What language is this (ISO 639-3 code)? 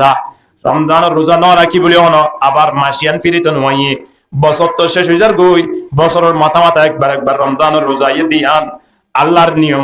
rhg